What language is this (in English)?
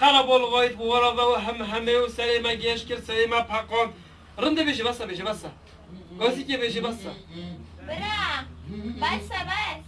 Kurdish